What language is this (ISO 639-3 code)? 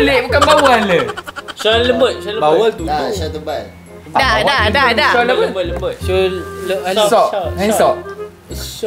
msa